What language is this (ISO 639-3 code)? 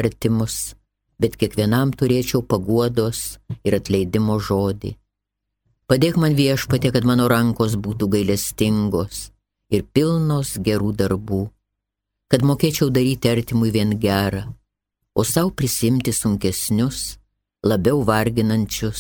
lit